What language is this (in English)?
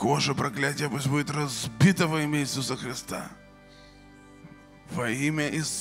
Russian